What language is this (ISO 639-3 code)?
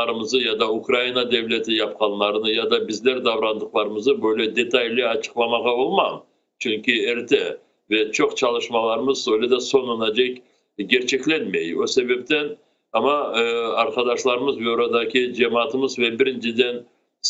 crh